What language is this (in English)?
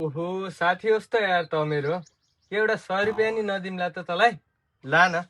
Nepali